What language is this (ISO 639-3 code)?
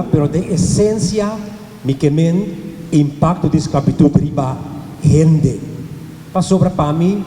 pap